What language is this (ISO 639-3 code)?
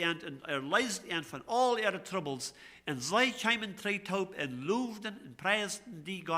pdt